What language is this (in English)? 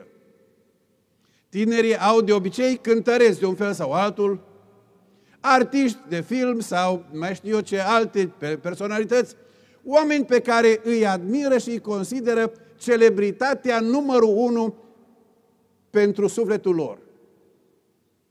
Romanian